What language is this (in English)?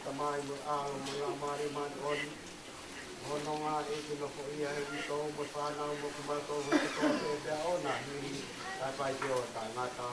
Tongan